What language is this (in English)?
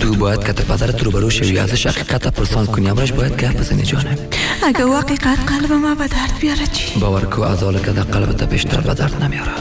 Persian